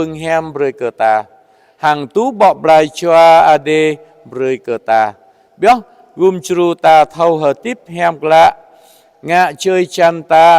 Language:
Jarai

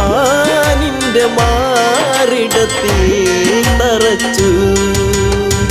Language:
Malayalam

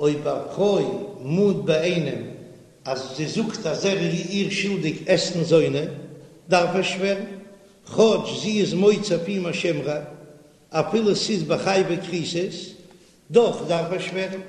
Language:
Yiddish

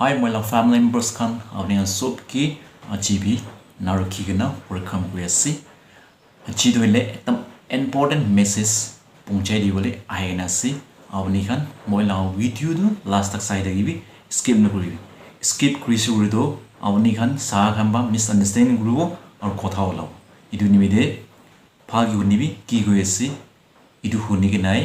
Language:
Naga Pidgin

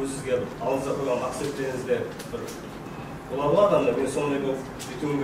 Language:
Kara-Kalpak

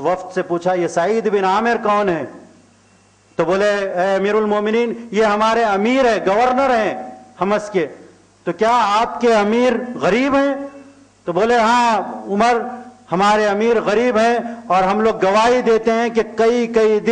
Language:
Urdu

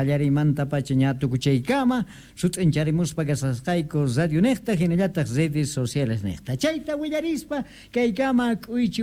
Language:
South Bolivian Quechua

